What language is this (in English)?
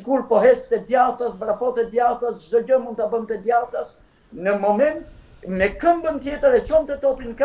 Albanian